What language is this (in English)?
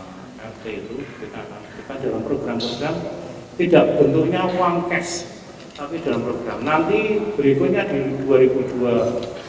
Indonesian